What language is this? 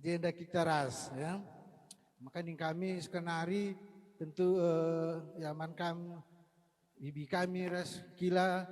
Batak Karo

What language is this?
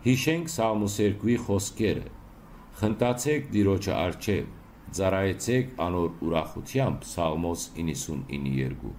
Western Armenian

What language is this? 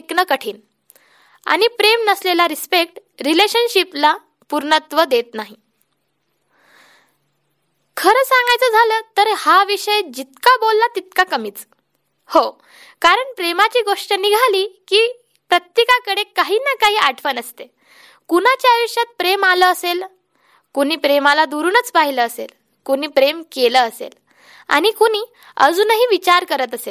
Marathi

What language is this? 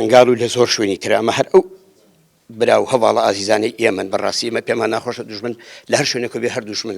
Central Kurdish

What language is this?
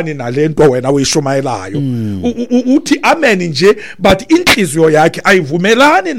Xhosa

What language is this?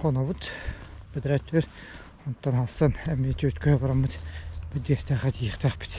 Yakut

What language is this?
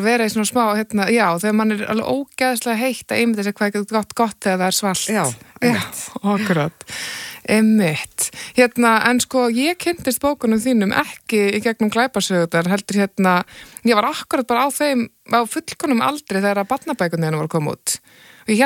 Icelandic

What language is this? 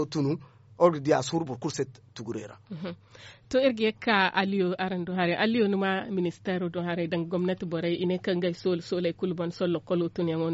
Zarma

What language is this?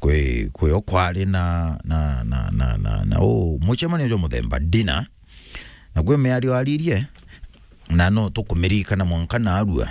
Meru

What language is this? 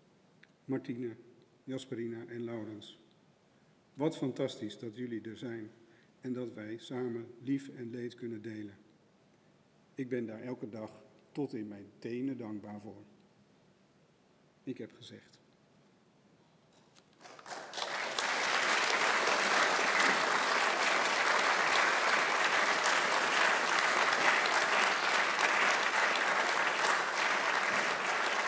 Dutch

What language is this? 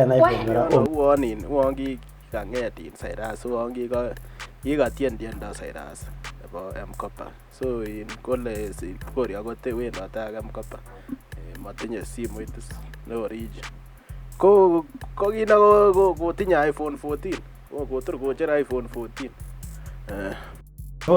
Kalenjin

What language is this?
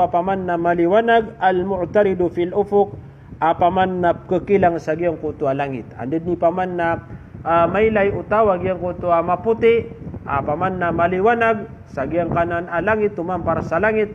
Maranao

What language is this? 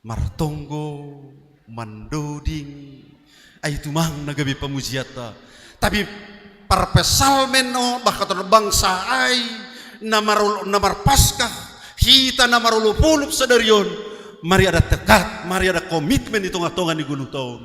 Batak Simalungun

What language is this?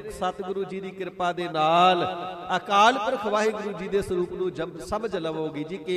Punjabi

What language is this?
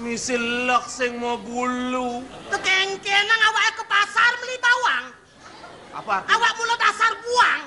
Balinese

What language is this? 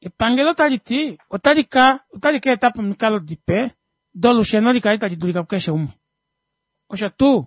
Kuanyama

